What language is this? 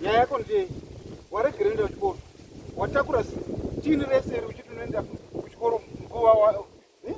Shona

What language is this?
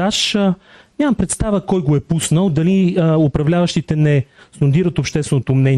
Bulgarian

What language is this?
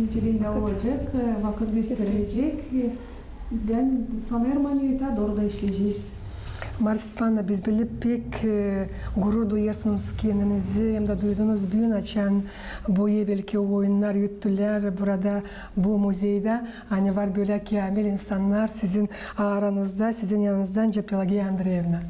Gagauz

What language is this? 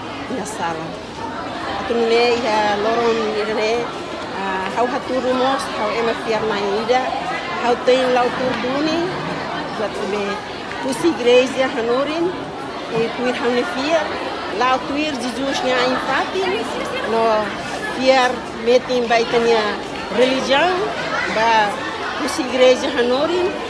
Tetum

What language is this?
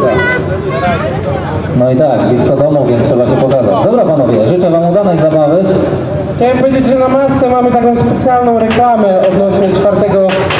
Polish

